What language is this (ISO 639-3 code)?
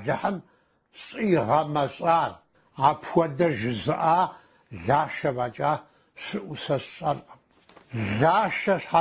kbd